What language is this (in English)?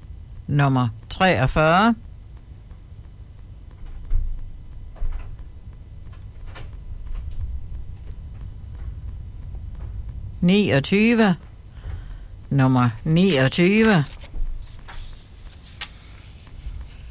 Danish